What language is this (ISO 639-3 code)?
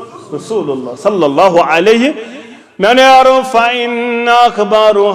kas